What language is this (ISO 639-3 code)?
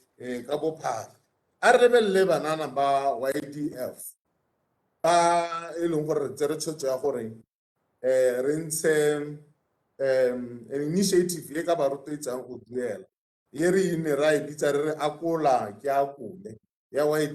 tsn